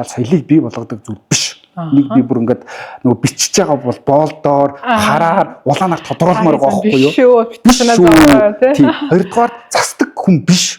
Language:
Mongolian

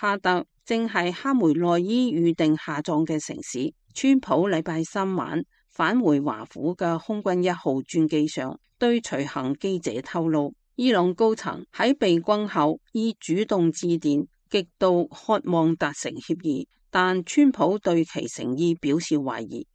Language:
Cantonese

